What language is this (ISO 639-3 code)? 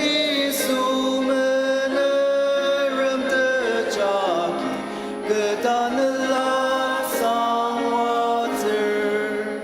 njo